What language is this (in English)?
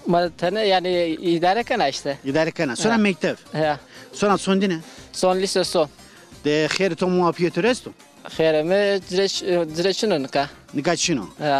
Zaza